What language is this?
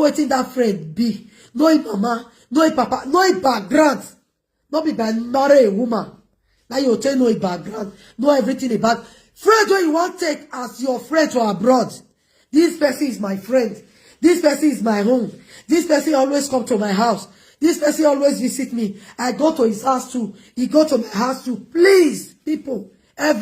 Nigerian Pidgin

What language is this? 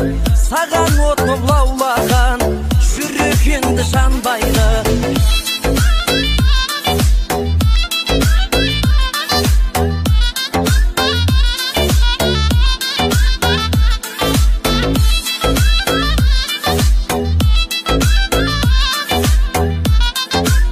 Kazakh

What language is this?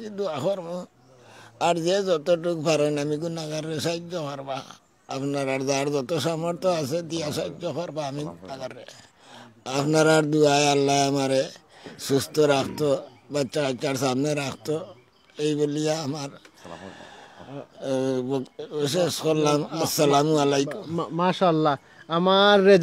Sylheti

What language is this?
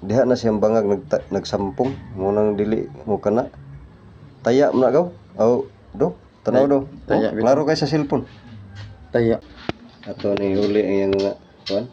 Cebuano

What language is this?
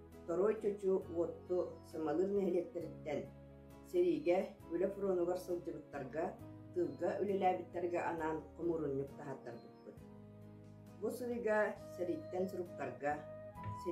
Yakut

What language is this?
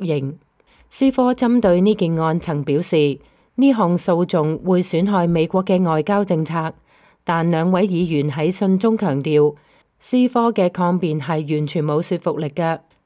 Cantonese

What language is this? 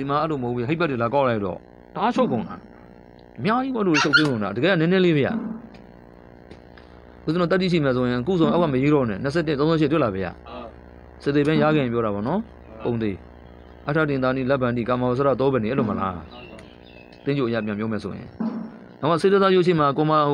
Burmese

